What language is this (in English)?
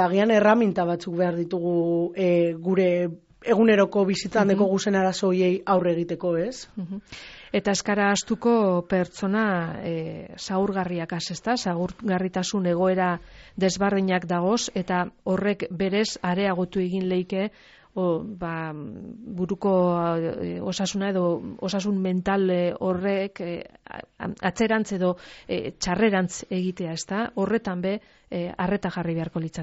Basque